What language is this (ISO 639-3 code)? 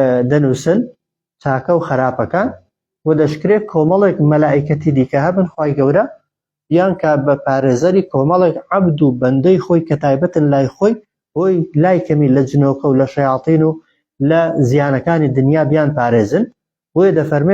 ckb